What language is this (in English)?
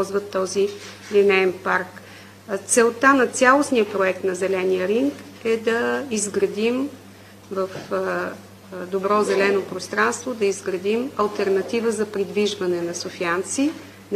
Bulgarian